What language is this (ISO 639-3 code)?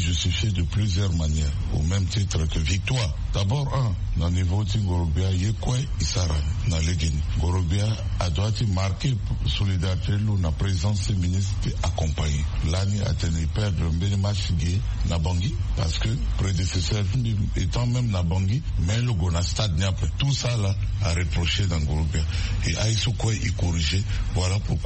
sag